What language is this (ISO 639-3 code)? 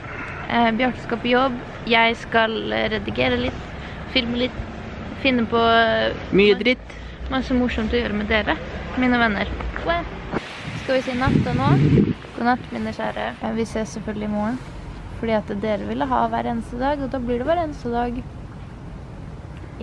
nor